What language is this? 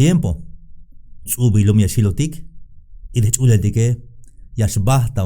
Tzeltal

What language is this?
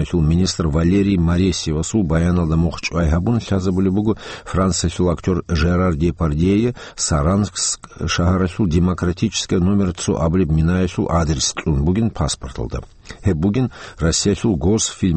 Avaric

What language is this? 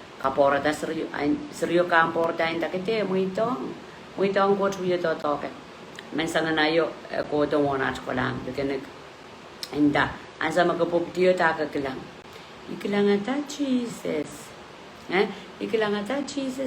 Pohnpeian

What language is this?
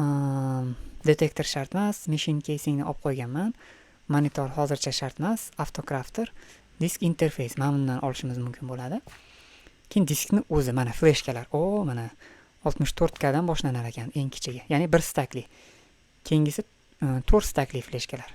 Uzbek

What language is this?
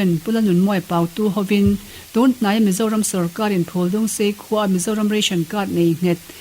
Mizo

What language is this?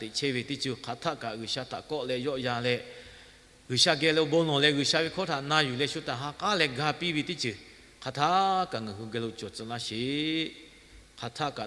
Lahu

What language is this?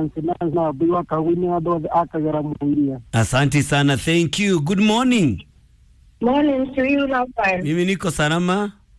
Kikuyu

